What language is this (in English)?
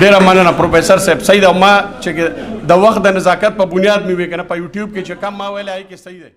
Pashto